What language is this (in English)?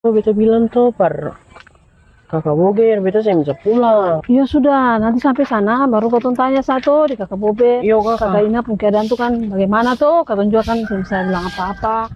Ambonese Malay